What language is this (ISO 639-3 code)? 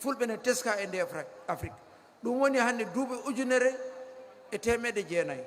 ful